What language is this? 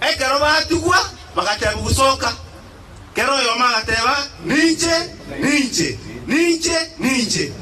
Gusii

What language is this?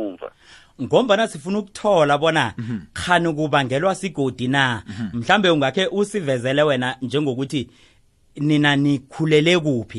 South Ndebele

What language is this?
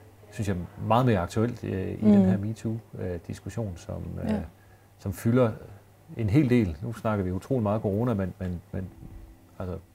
Danish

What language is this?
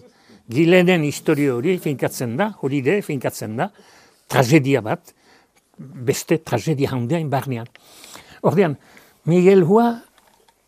Basque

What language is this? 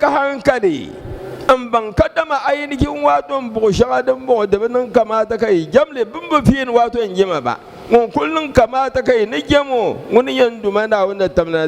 Dagbani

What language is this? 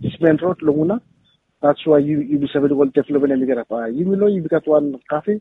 Bislama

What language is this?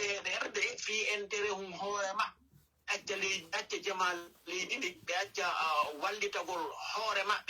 Fula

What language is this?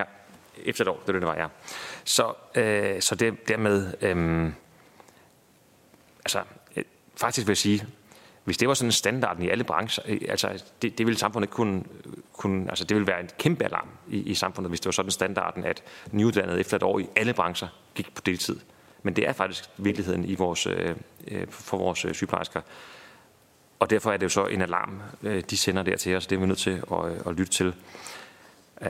Danish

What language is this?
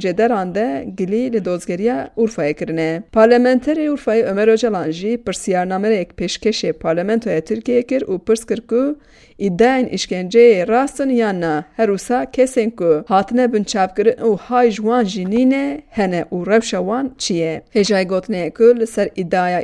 Kurdish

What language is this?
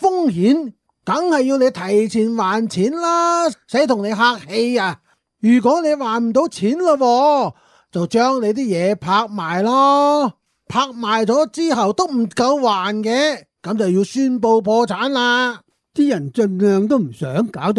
Cantonese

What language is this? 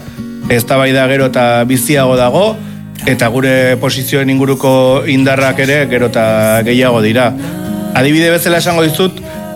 Basque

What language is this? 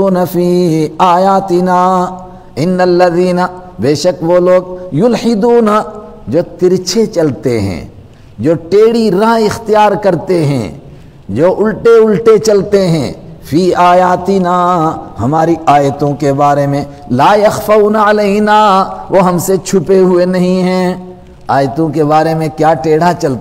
Urdu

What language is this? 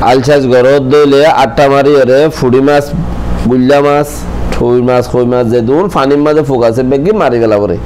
Rohingya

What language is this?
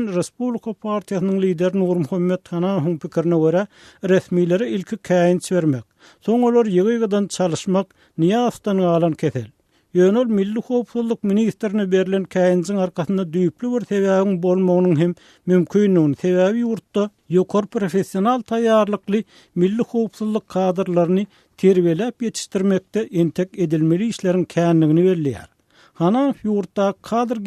Turkmen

